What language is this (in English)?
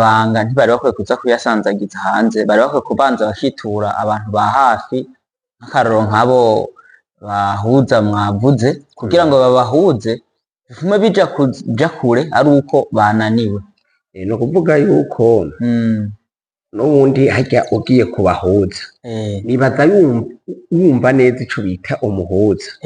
Rundi